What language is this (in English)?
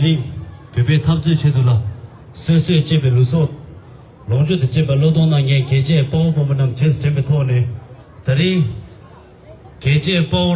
Tibetan